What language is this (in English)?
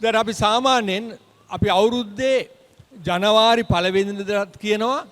Sinhala